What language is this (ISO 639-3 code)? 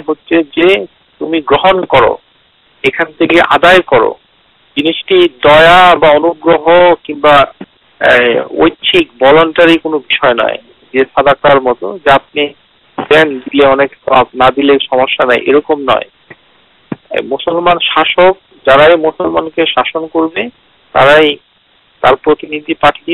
ben